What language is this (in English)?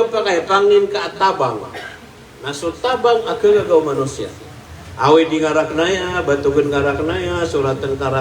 Maranao